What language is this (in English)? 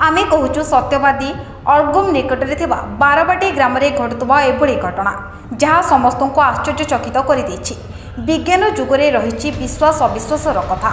Odia